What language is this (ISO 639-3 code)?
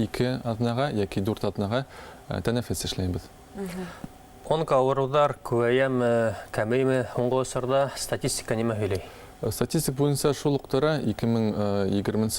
bak